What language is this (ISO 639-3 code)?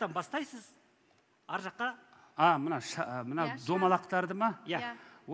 kaz